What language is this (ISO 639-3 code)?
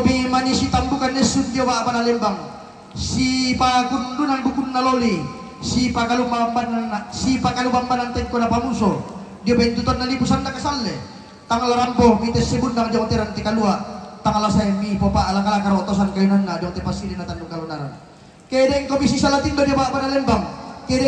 sda